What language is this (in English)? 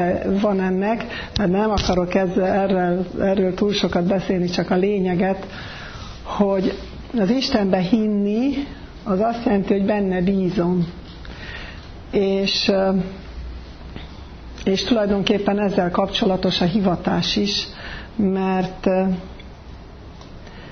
Hungarian